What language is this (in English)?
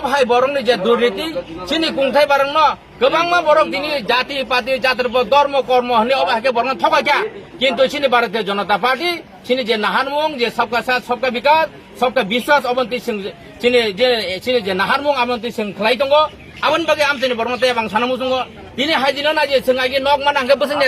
Kok Borok